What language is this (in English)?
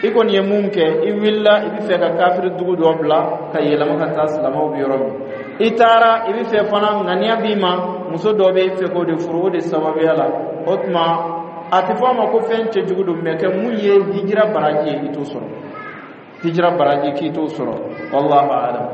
Bambara